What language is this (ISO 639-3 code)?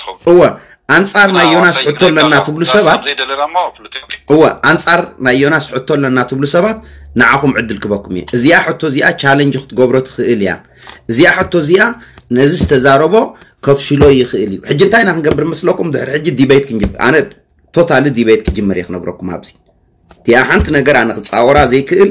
tir